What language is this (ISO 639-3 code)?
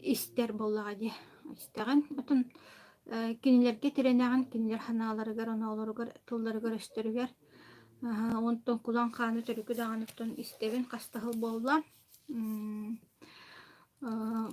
sah